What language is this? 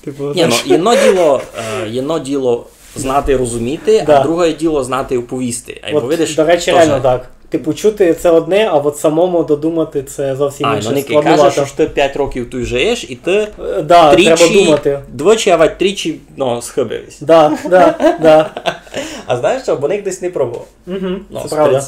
Rusyn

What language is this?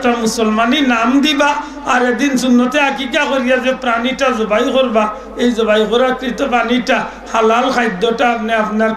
Sylheti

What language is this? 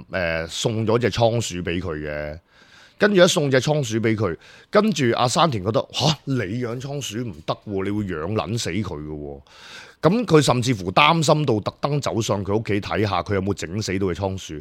Cantonese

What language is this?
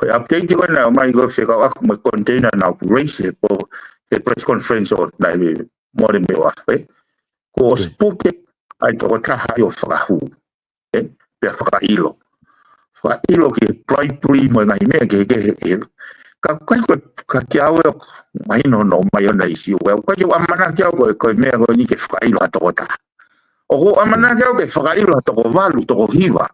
Tongan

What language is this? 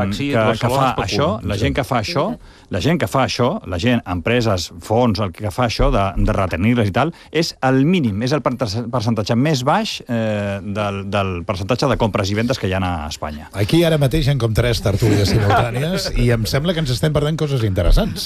Catalan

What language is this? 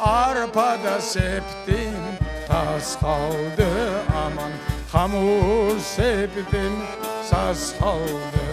Crimean Tatar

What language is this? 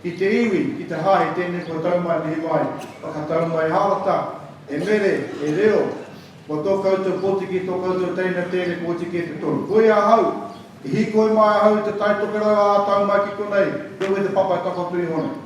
Māori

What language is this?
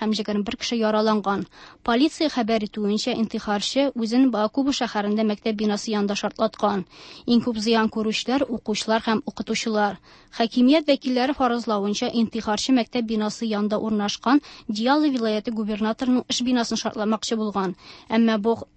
Tatar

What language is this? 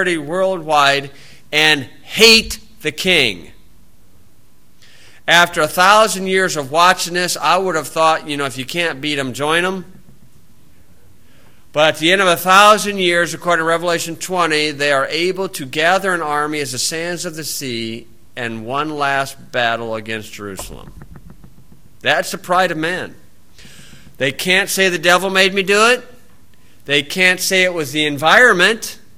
English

